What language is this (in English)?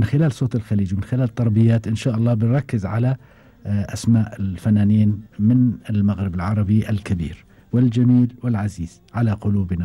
Gulf Arabic